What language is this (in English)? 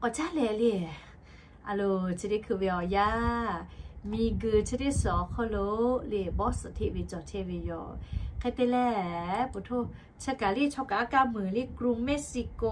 Lahu